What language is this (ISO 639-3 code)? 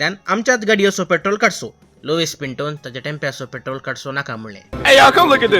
kok